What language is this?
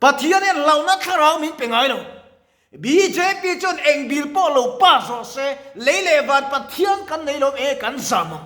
Mizo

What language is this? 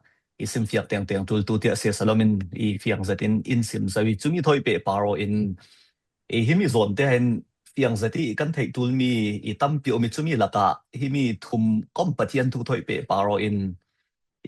Falam Chin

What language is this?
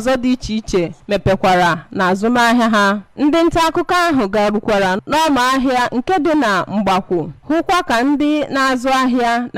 Igbo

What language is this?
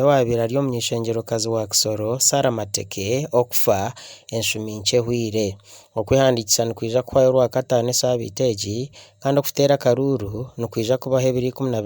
Nyankole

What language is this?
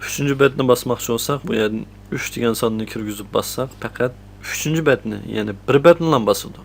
Uyghur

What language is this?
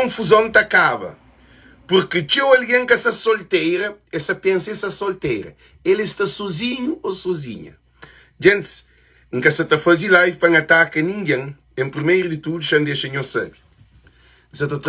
Kabuverdianu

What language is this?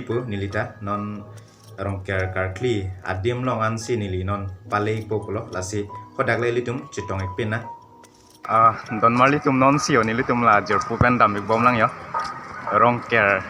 Karbi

